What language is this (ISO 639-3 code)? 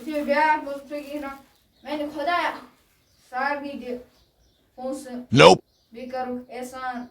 kas